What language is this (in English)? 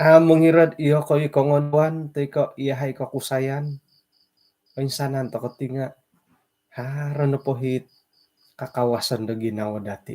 Central Dusun